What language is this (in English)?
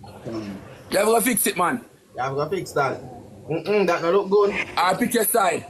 Jamaican Creole English